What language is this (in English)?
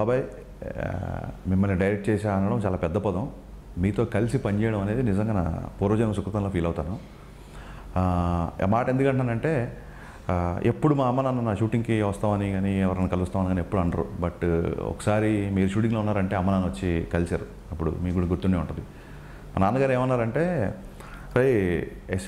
Telugu